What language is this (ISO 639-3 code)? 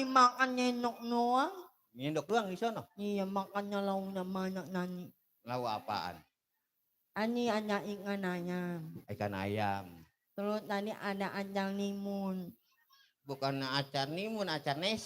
bew